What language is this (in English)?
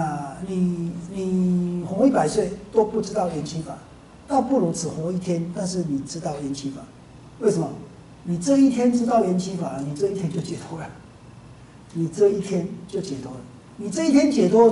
Chinese